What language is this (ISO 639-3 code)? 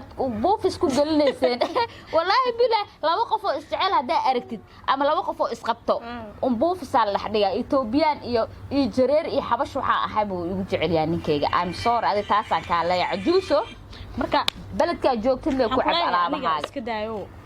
som